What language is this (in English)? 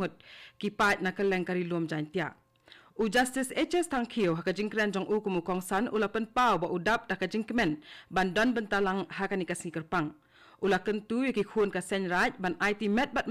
Khasi